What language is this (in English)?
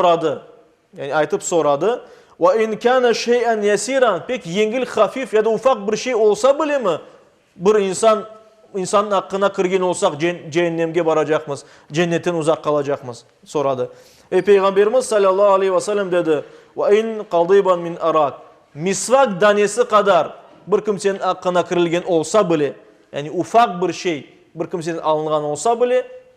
Crimean Tatar